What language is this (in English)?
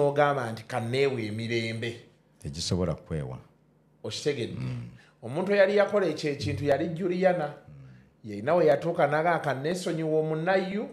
Ganda